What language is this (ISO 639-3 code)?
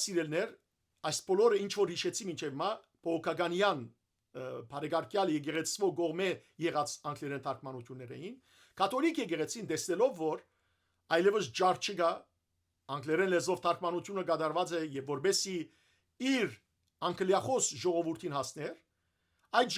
hyw